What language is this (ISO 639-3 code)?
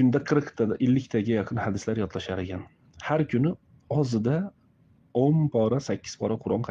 uzb